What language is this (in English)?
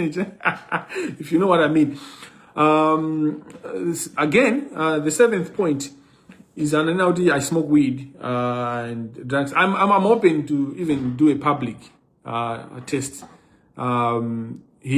Nyanja